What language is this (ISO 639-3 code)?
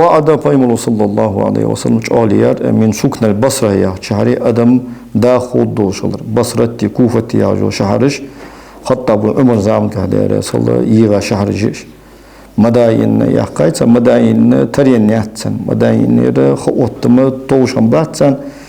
inh